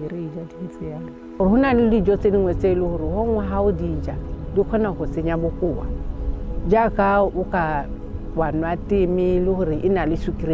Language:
Tswana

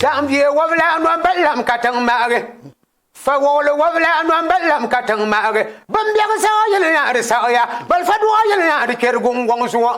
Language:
Dagbani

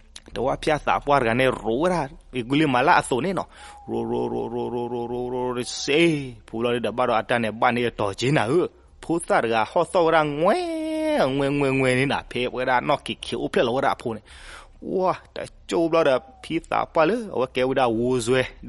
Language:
S'gaw Karen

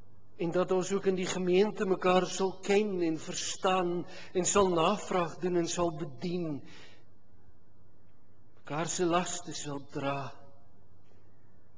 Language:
Afrikaans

